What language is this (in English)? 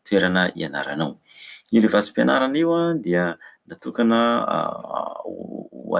Malagasy